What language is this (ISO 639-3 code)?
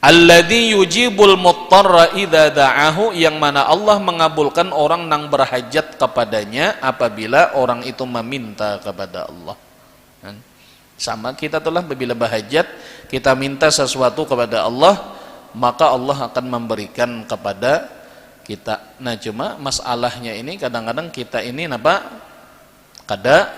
bjn